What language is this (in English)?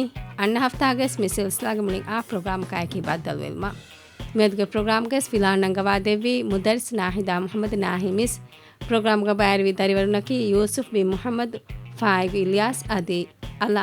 Divehi